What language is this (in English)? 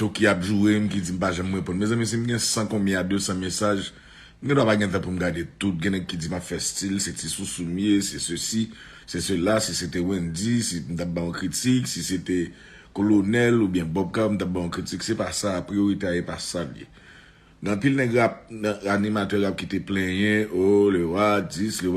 Haitian Creole